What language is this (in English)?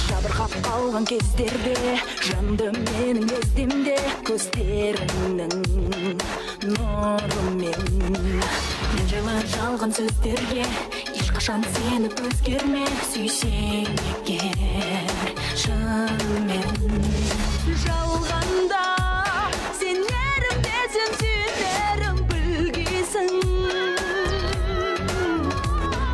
Kazakh